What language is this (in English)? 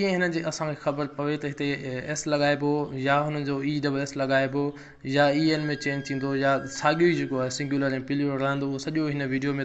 Sindhi